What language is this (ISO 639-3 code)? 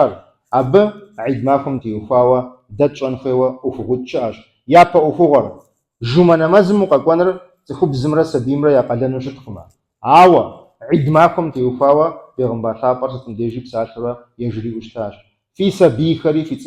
kbd